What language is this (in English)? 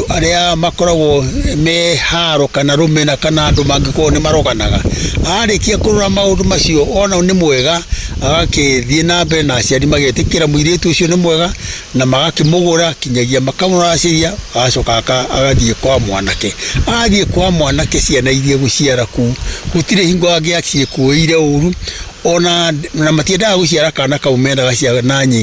Kikuyu